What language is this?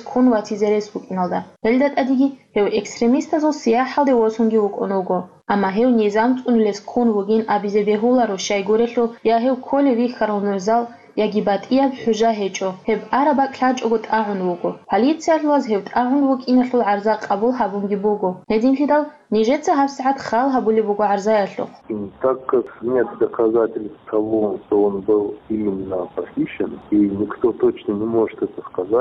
Avaric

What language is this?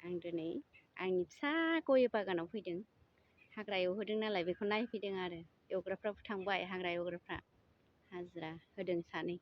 Bodo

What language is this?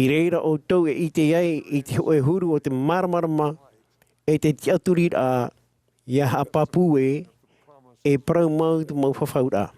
Tahitian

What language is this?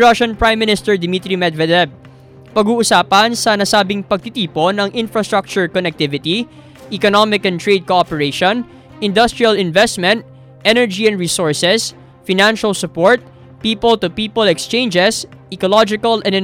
Filipino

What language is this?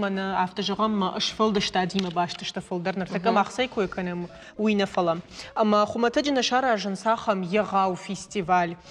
Ossetic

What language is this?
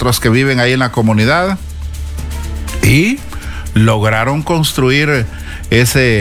Spanish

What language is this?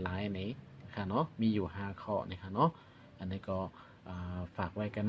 Shan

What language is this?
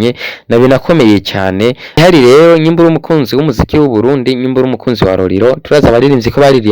Rundi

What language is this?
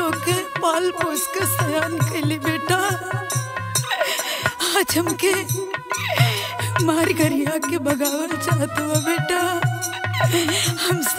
Bhojpuri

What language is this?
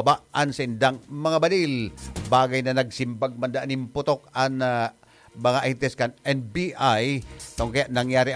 Bikol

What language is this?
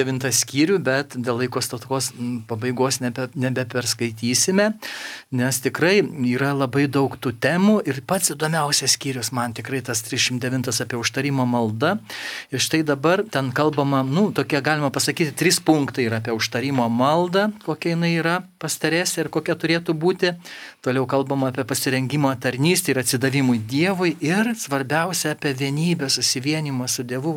Lithuanian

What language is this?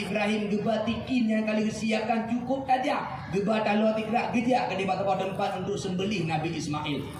Achinese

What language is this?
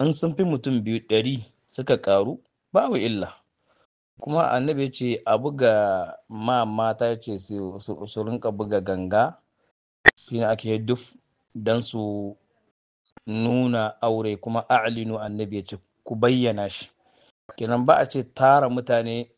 Hausa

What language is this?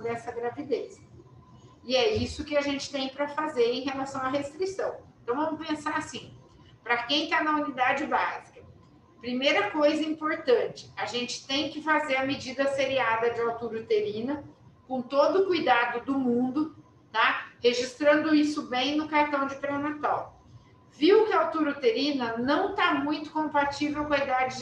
Portuguese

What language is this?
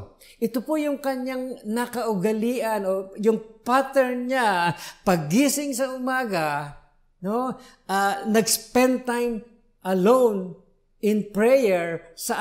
Filipino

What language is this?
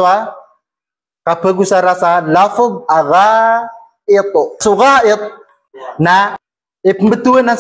Maranao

